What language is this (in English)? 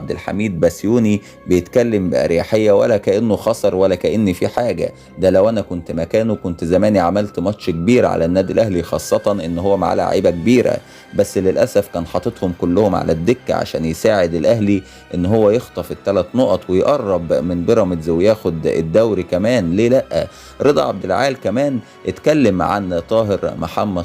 Egyptian Arabic